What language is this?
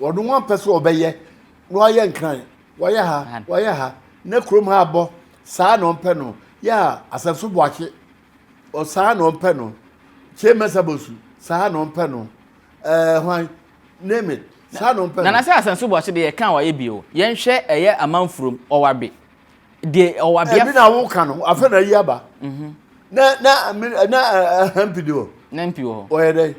Akan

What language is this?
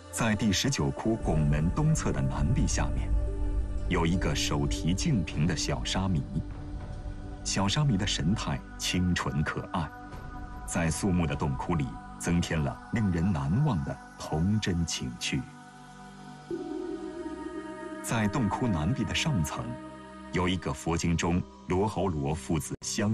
Chinese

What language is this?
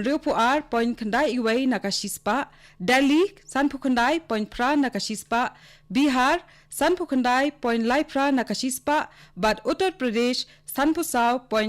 Khasi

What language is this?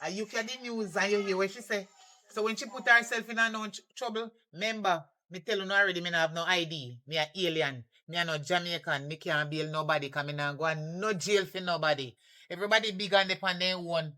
Jamaican Creole English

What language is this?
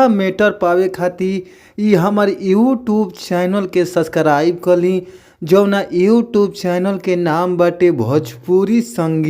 Bhojpuri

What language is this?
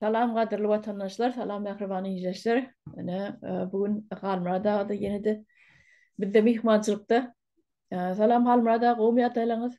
Turkmen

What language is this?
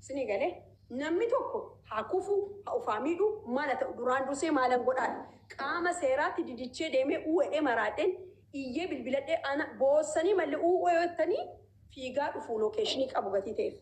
Oromo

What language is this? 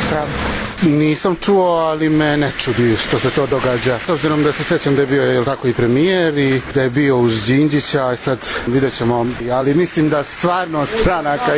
Serbian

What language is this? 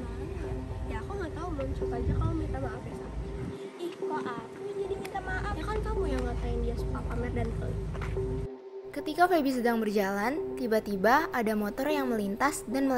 Indonesian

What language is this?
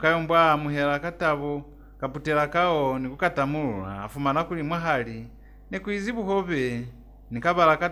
Lozi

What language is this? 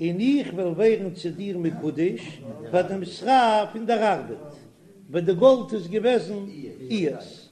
Yiddish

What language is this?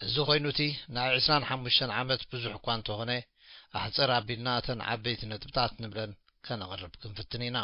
Tigrinya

